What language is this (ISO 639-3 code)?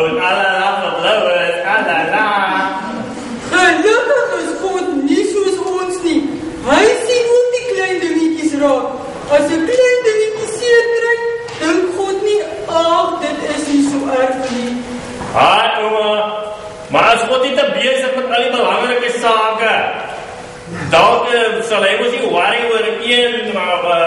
afr